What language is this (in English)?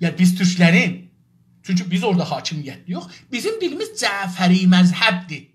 South Azerbaijani